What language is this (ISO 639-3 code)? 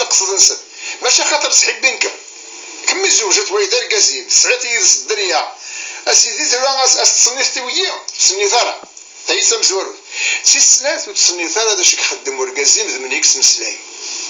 kab